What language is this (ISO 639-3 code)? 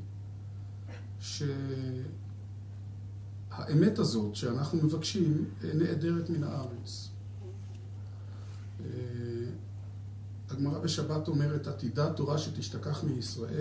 heb